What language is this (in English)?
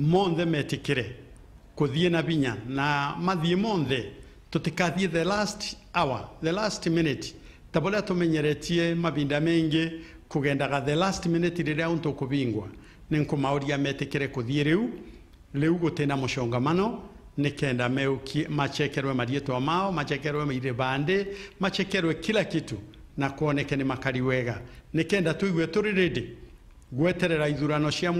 Meru